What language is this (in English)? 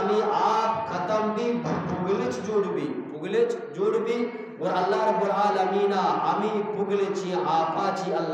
Eastern Balochi